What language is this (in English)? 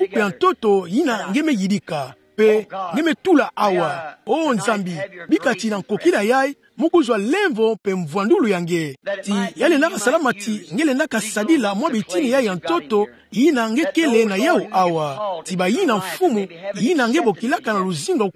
Kituba (Democratic Republic of Congo)